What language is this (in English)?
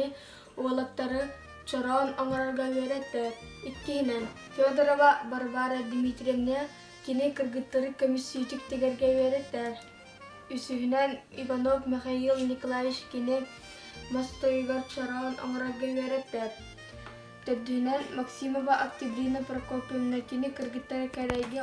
Yakut